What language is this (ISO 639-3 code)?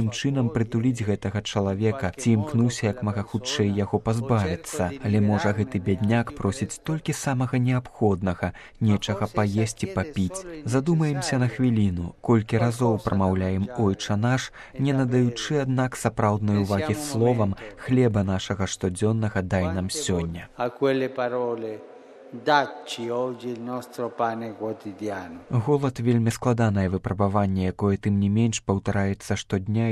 bel